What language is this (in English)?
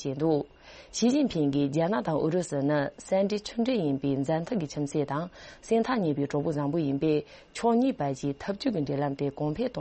Tibetan